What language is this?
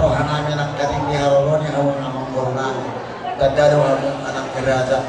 Batak Toba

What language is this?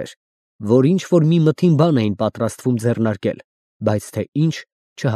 Armenian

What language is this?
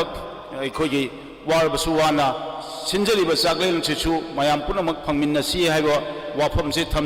Manipuri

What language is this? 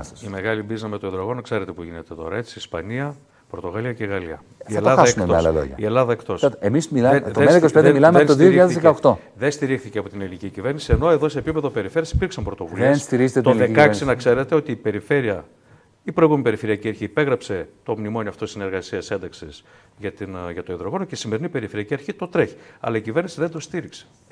Greek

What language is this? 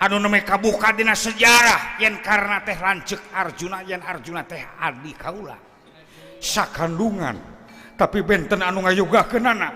Sundanese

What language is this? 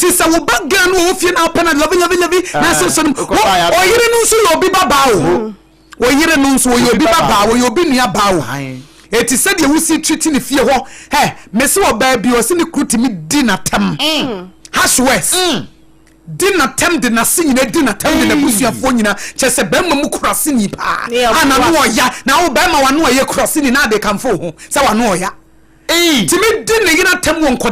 Akan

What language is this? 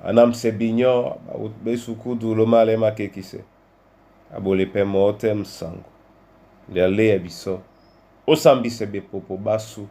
Duala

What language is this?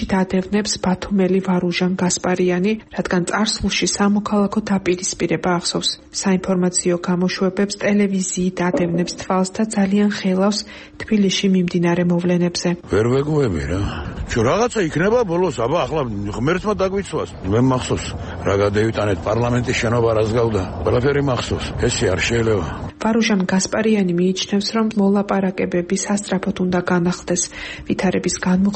Georgian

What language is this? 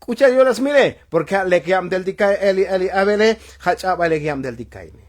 Tzotzil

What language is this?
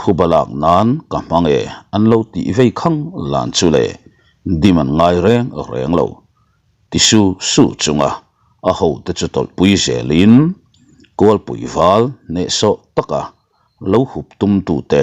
Mizo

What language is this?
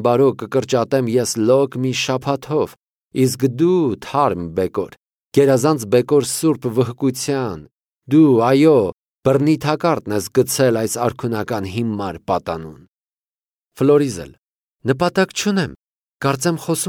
Armenian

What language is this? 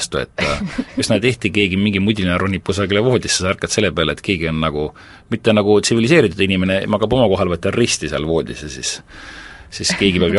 Estonian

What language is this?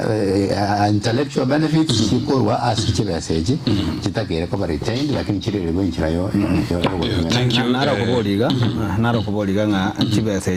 Gusii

